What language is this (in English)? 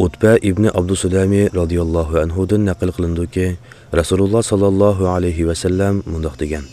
Uyghur